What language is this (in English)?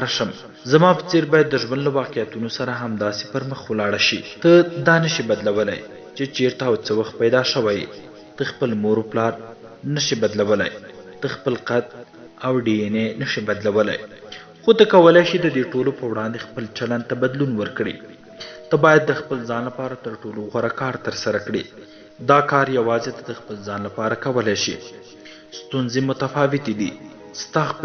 Pashto